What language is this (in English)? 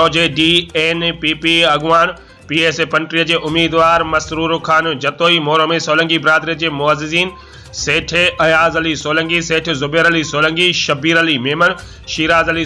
Sindhi